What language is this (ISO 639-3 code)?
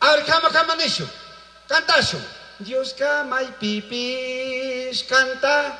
qug